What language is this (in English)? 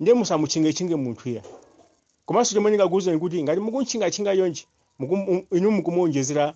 Nyanja